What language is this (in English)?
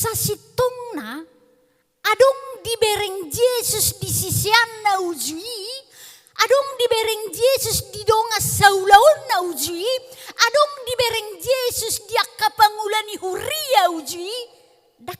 Batak Toba